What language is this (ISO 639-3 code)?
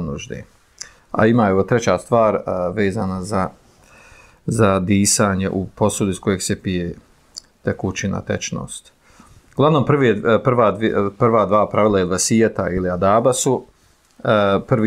bos